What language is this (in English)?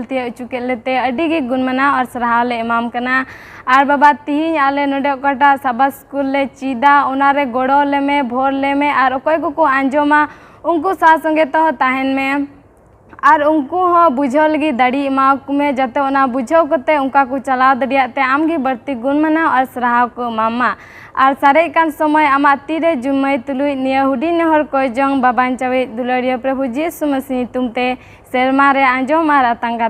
Santali